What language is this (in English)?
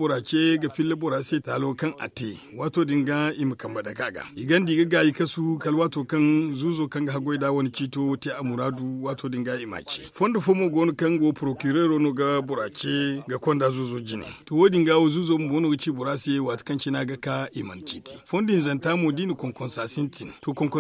Zarma